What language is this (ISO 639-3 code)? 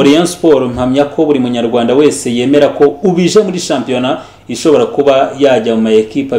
kin